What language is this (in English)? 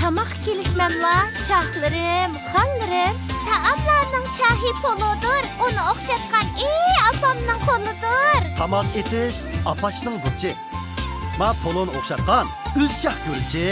Uyghur